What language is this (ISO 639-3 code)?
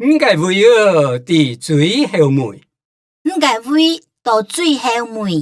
hak